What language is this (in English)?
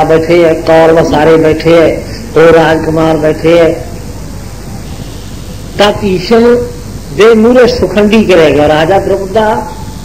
Punjabi